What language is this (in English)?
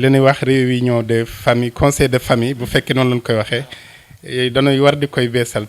Wolof